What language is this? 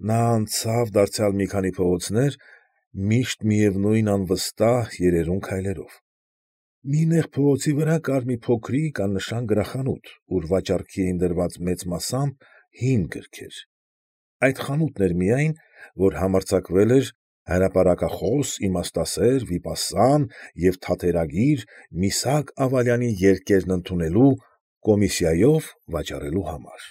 Armenian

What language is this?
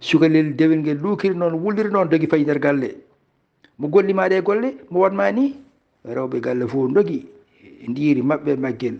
Fula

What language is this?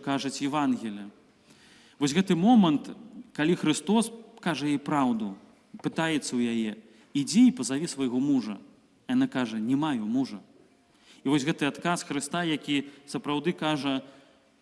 Belarusian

